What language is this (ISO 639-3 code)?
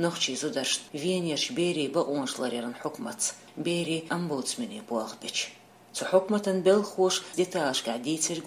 che